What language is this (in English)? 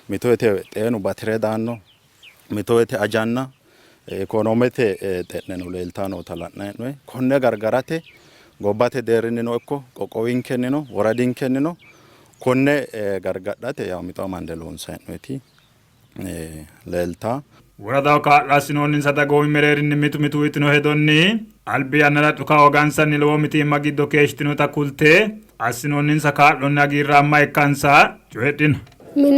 Sidamo